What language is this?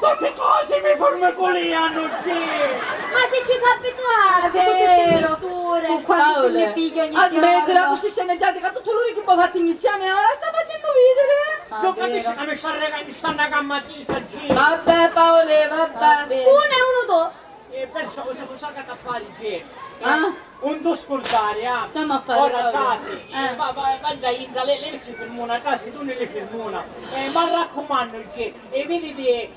Sicilian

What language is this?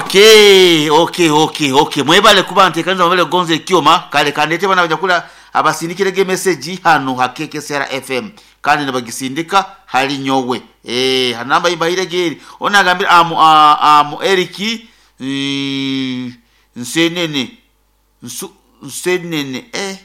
Nyoro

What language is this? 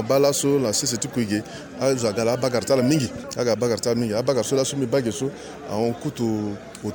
Sango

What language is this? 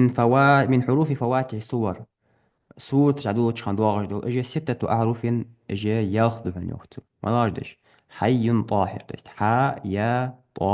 Ingush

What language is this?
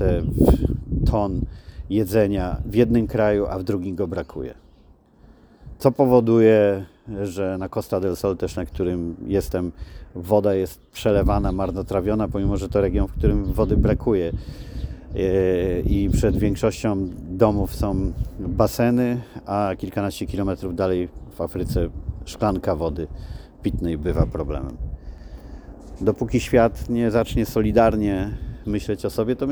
Polish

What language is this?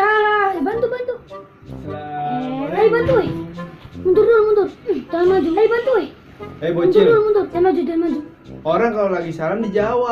Betawi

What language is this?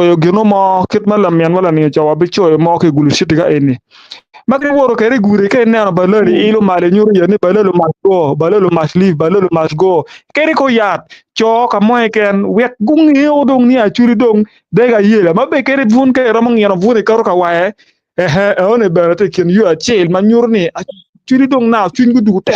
Acoli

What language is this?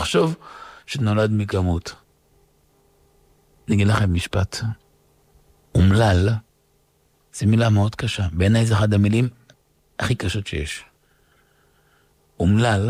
Hebrew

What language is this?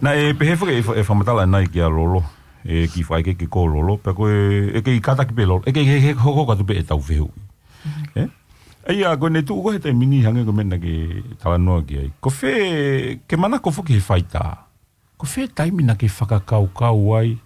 Tongan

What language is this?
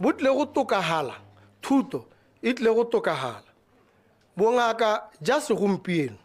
Tswana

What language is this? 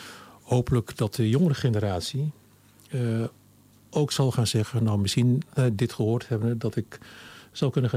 Dutch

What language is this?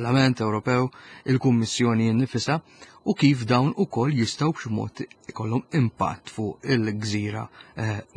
Maltese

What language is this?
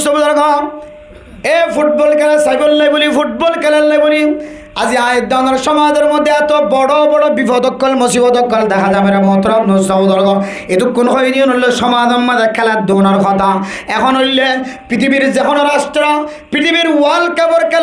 Rohingya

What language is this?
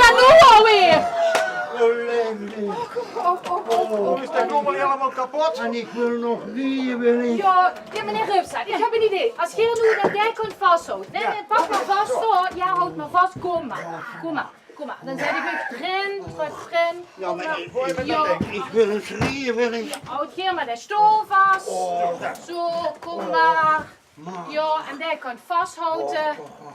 Limburgish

